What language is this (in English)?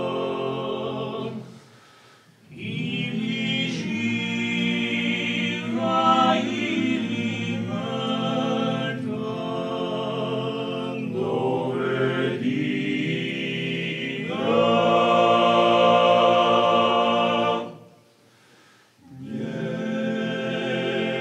Croatian